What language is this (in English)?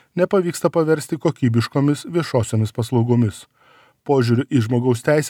Lithuanian